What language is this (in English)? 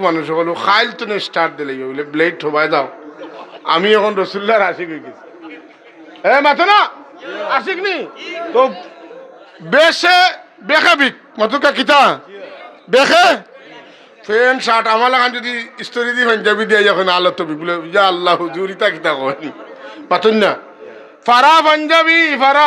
Sylheti